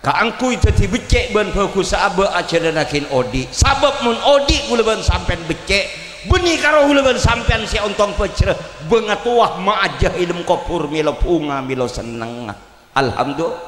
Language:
Madurese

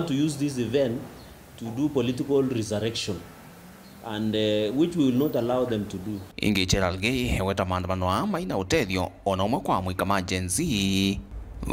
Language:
Kamba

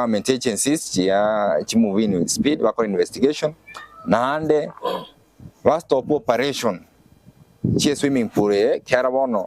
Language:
Gusii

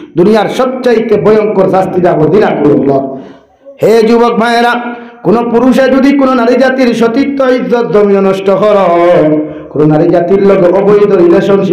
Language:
Sylheti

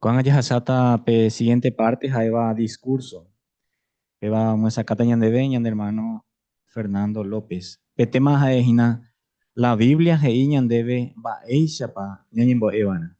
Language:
Guarani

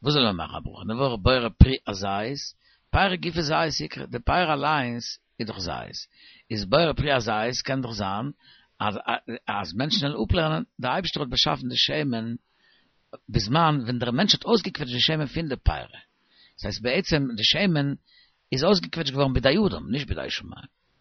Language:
Yiddish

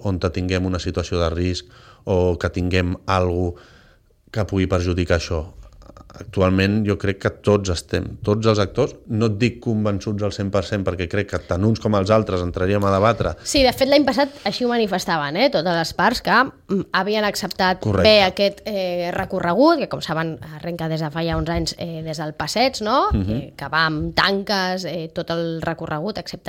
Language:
Catalan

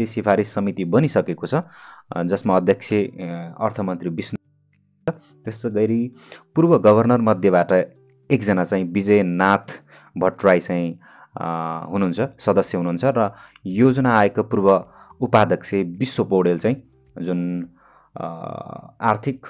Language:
Nepali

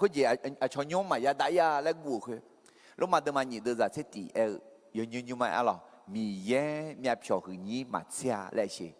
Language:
Akha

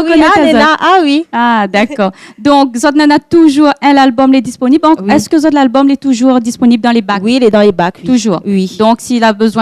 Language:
Réunion Creole French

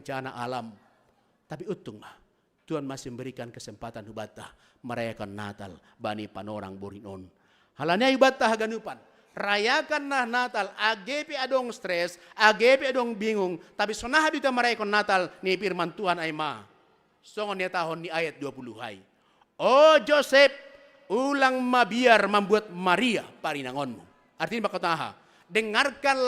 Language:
Batak Simalungun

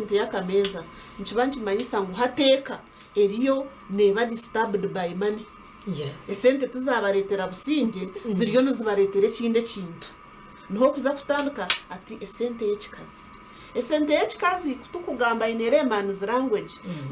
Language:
Nyankole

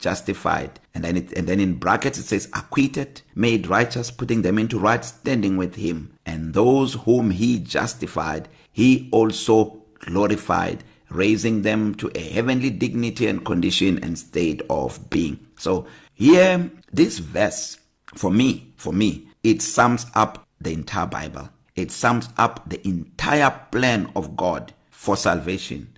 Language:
English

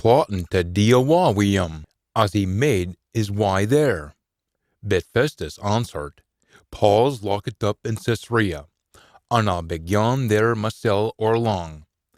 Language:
Scots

